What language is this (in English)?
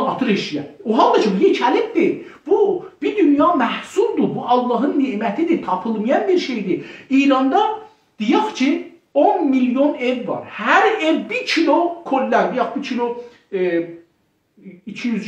South Azerbaijani